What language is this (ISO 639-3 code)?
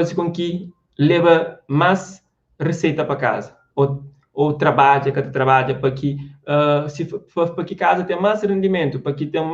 kea